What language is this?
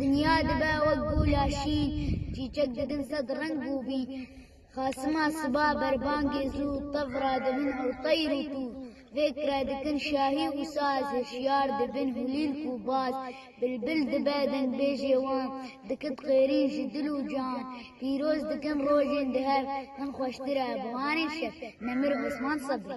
Kurdish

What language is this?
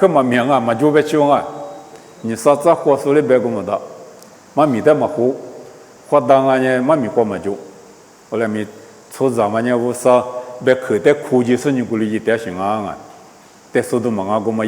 Lisu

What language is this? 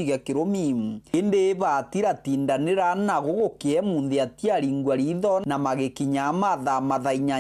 Meru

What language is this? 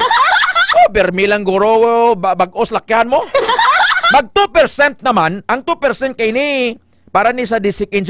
Hiligaynon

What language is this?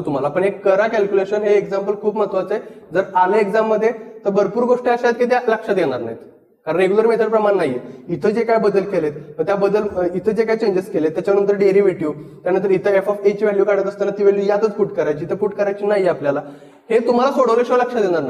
Marathi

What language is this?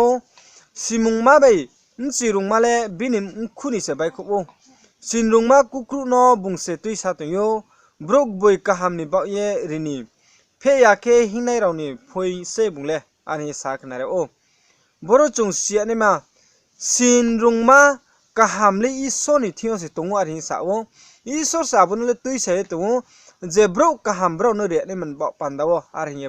Riang (India)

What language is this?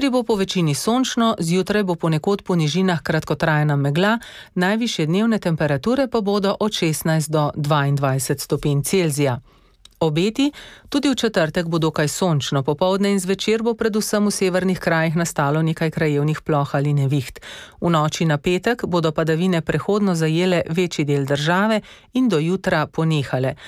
Slovenian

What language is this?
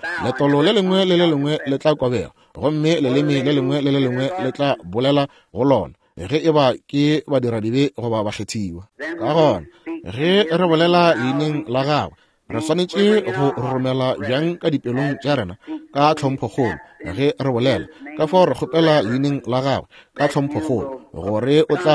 Northern Sotho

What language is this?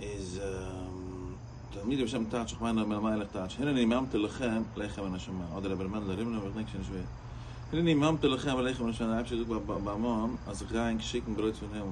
Yiddish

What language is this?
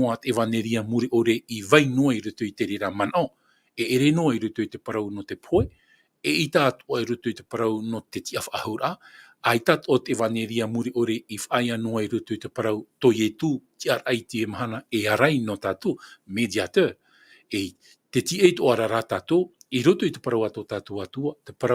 Tahitian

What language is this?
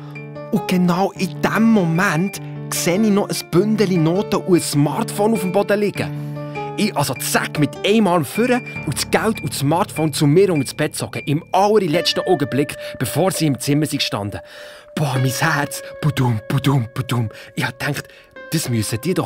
Swiss German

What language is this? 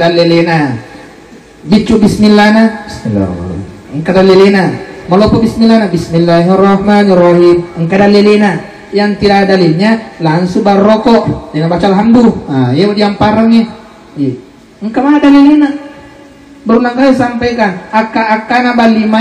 Buginese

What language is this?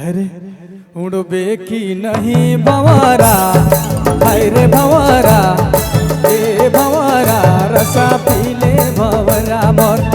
Sadri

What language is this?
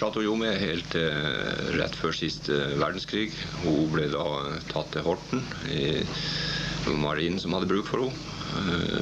Norwegian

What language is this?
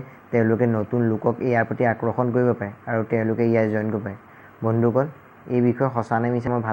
Assamese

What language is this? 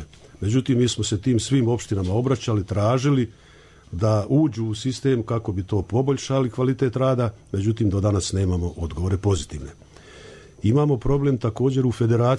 Bosnian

